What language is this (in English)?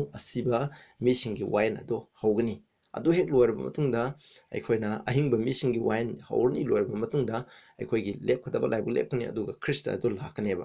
Manipuri